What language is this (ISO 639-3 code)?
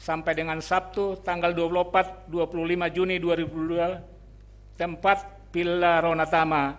bts